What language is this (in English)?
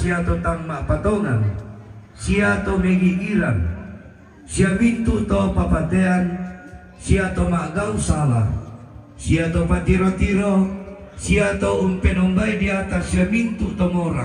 Toraja-Sa'dan